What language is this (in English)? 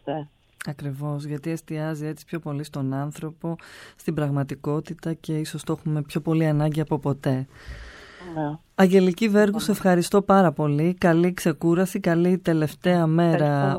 Greek